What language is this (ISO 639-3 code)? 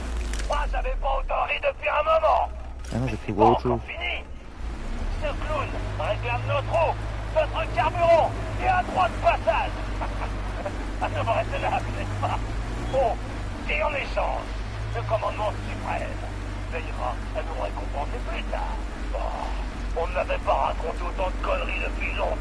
fra